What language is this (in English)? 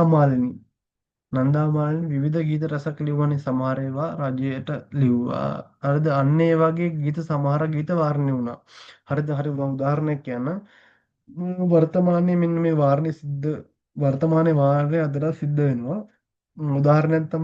Sinhala